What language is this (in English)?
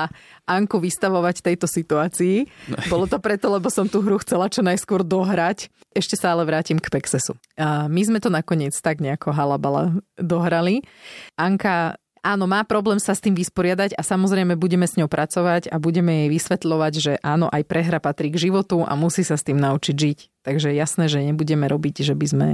Slovak